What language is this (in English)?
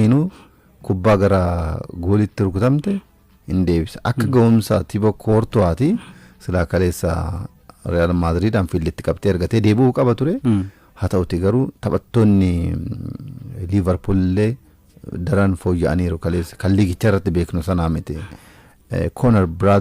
Oromo